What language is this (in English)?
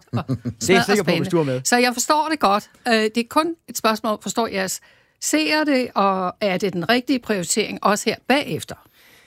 Danish